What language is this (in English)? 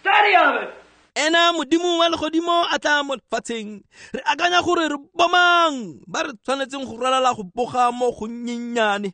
Tswana